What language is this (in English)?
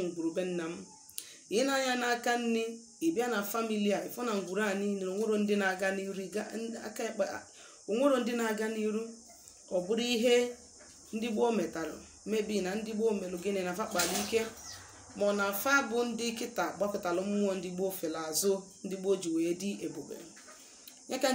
Igbo